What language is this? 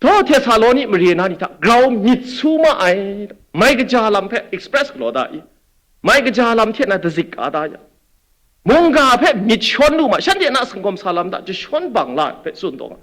Kachin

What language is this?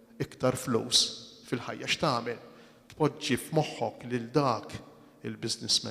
Maltese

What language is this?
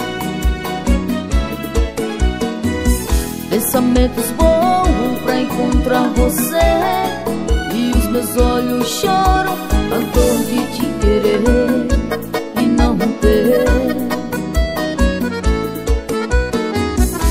Portuguese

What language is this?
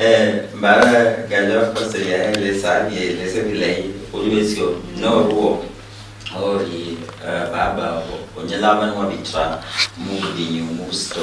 Luyia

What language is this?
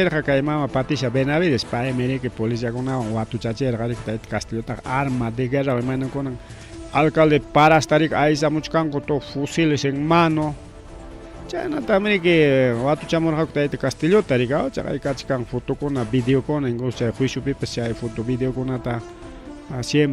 Ayacucho Quechua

